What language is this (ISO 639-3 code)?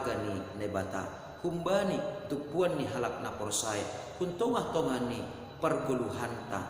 bts